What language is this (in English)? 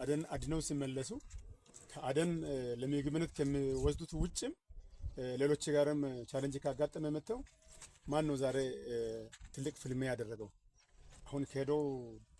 Amharic